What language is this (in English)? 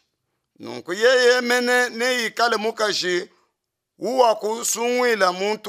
Luba-Lulua